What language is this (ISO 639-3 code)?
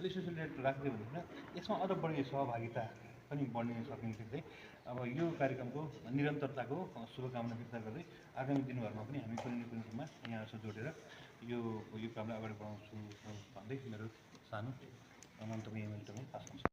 nep